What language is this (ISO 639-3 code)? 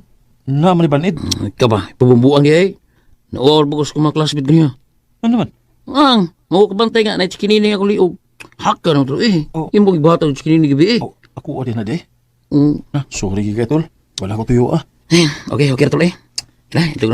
ceb